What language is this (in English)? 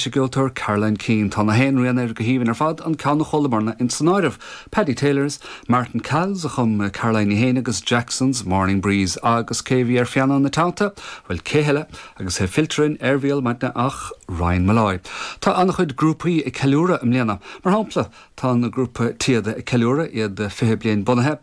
Irish